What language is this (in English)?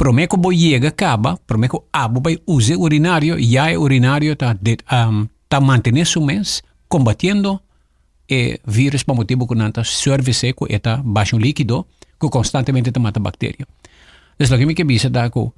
Papiamento